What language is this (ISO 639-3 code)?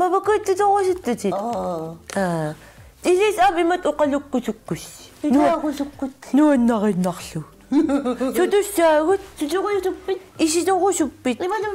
kal